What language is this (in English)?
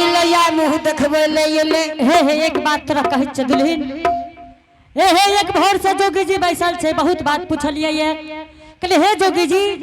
Angika